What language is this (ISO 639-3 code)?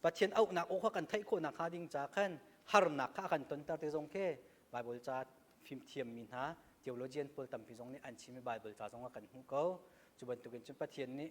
cnh